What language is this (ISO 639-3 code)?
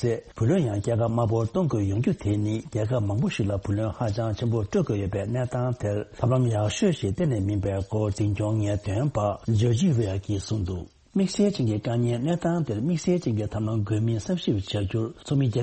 bod